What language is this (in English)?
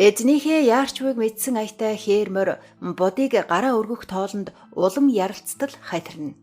Mongolian